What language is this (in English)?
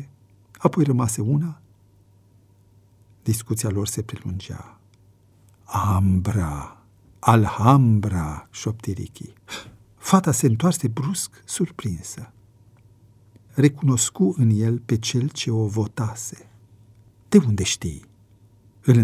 Romanian